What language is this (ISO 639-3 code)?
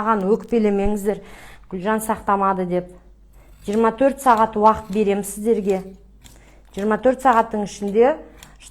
kaz